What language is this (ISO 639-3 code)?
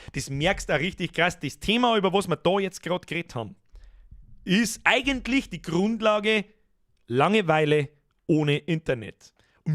bar